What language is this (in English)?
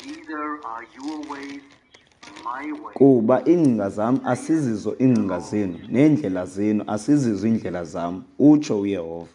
Xhosa